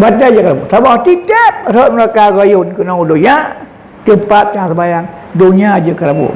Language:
Achinese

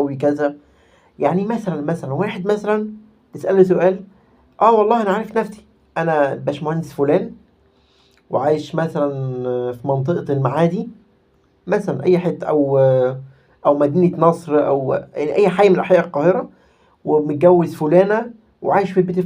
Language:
Egyptian Arabic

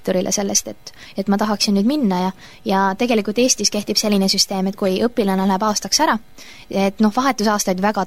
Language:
Estonian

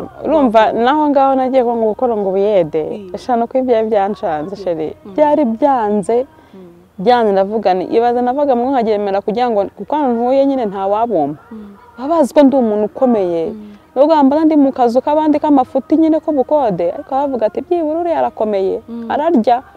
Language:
Kinyarwanda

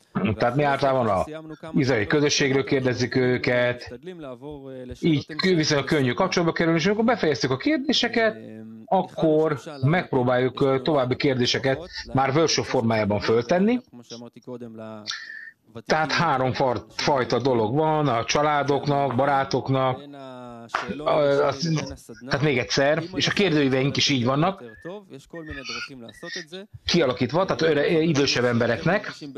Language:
Hungarian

